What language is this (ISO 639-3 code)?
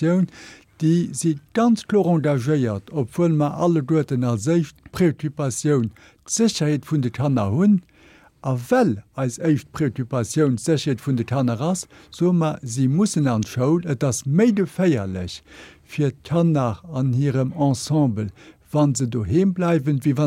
ltz